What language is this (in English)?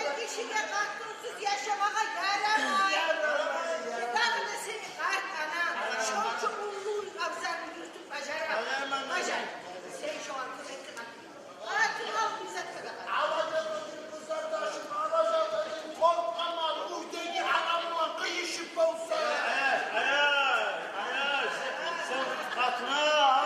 Kumyk